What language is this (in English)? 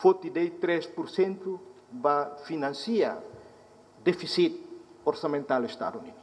Tetum